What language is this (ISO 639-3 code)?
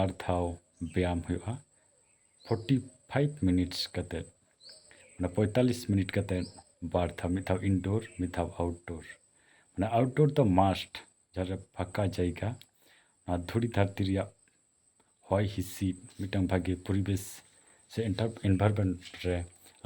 sat